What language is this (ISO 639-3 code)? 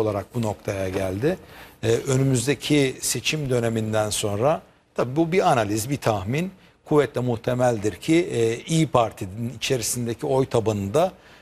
tur